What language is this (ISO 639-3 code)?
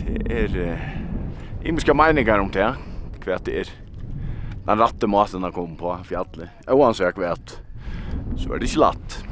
fao